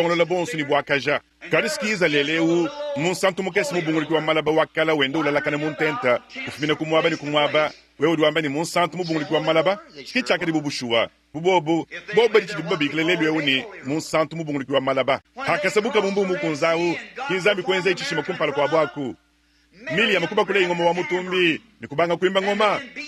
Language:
Luba-Lulua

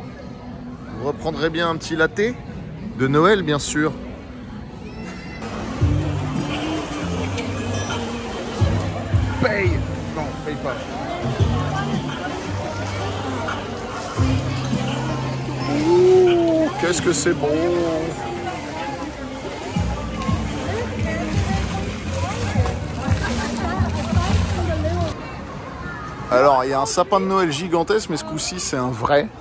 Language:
French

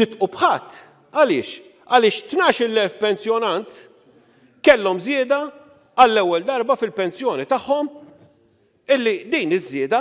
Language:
Maltese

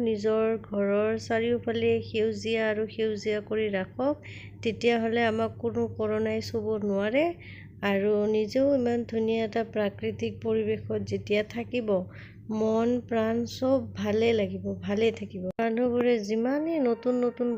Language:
Assamese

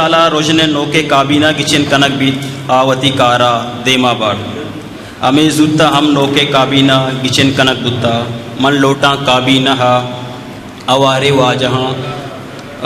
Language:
Eastern Balochi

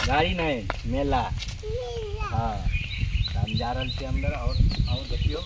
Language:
Maithili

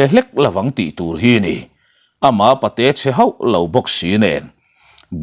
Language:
Mizo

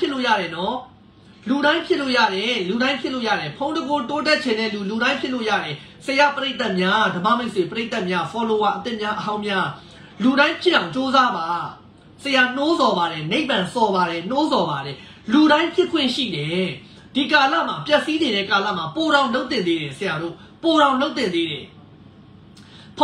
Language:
Burmese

